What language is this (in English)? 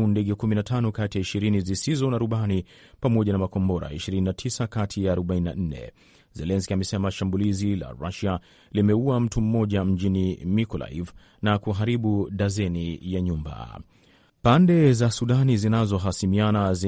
Swahili